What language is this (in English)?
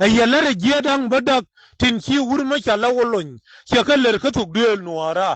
Nuer